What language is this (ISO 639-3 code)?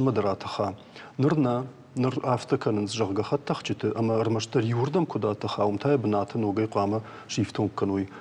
oss